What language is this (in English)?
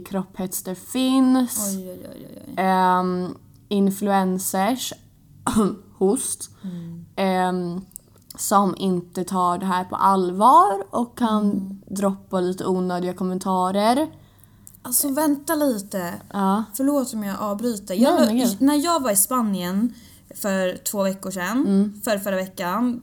Swedish